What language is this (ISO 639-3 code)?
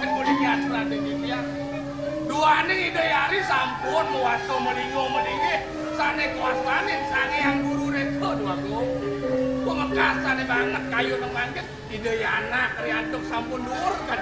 ban